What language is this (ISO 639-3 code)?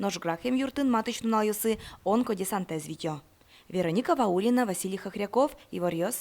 udm